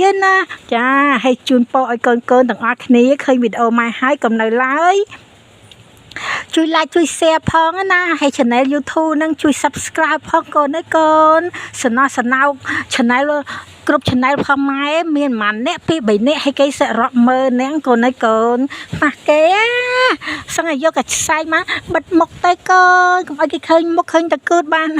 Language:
Khmer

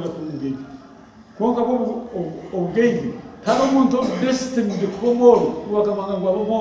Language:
Nyankole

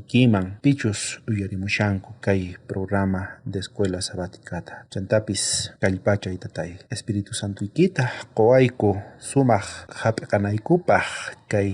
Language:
South Bolivian Quechua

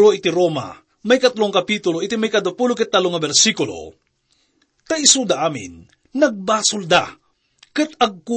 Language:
Iloko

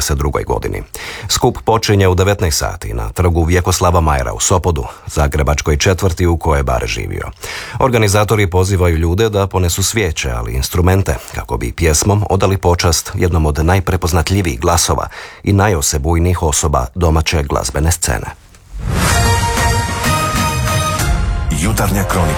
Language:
Croatian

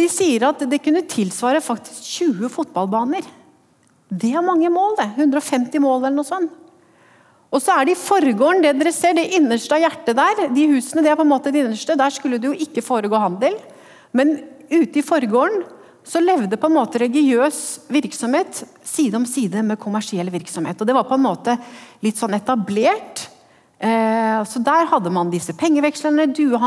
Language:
Norwegian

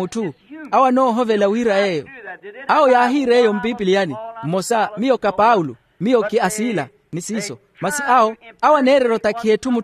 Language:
Makhuwa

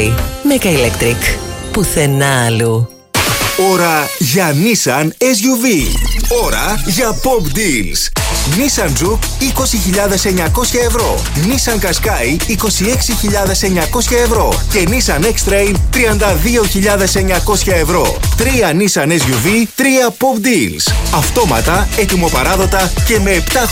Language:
Greek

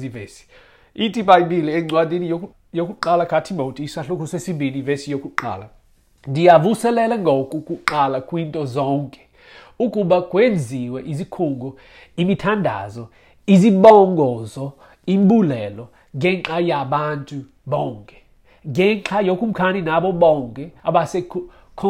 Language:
Xhosa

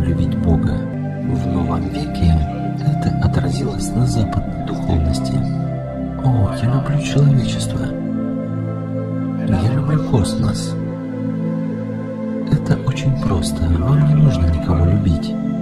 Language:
Russian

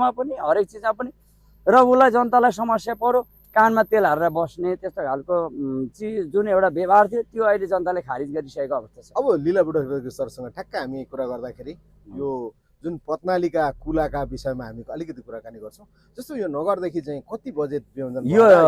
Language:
Nepali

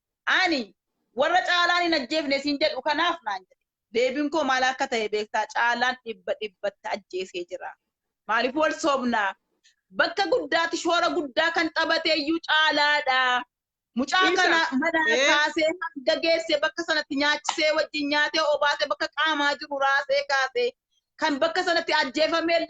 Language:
Oromo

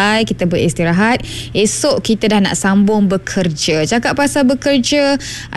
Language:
Malay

